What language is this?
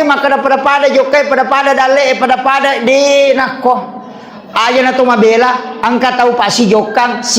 Buginese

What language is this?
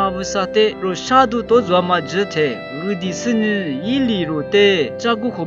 Lisu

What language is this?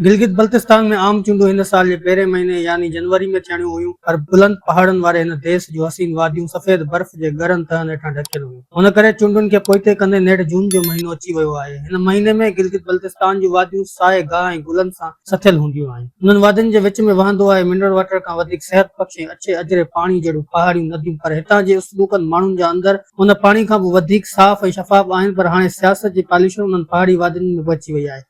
Sindhi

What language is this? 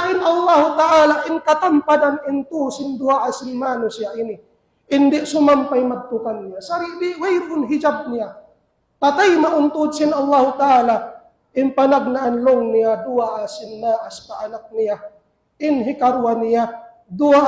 Tausug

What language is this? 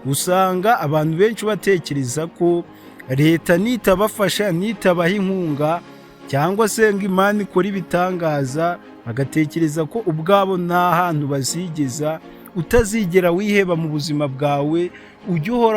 Kinyarwanda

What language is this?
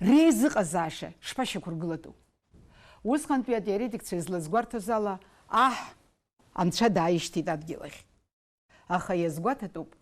Abkhazian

